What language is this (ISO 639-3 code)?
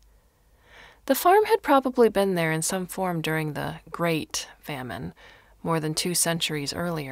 eng